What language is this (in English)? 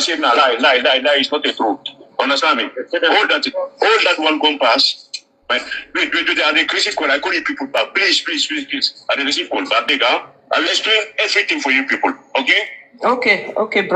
Nigerian Pidgin